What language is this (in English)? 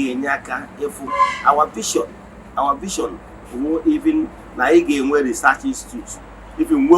Igbo